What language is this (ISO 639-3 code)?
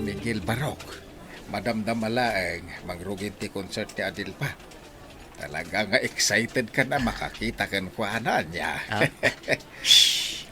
ilo